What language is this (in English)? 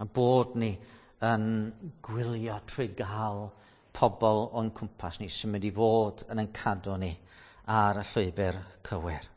Welsh